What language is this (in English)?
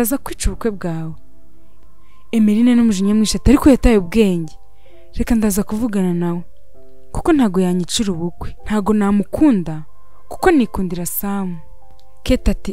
Kinyarwanda